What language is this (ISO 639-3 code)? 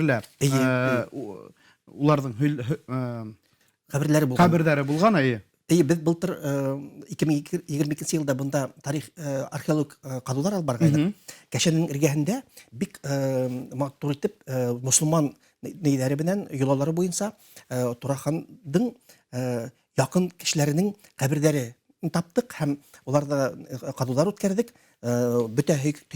bak